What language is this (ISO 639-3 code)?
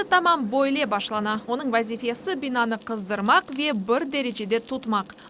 crh